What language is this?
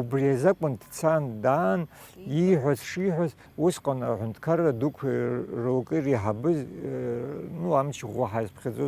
Abkhazian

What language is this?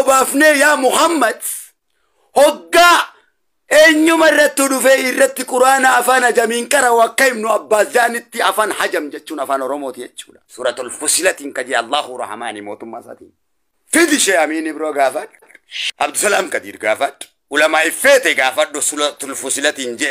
Oromo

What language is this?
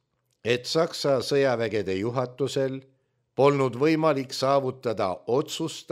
Estonian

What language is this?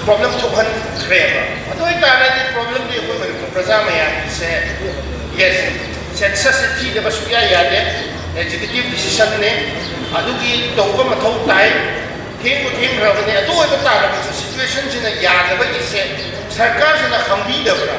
Manipuri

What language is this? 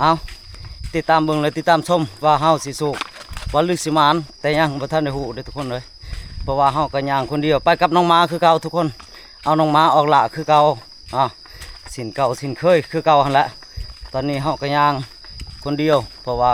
Lao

